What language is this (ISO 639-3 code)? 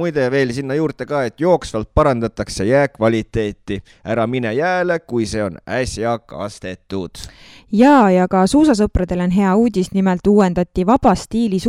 est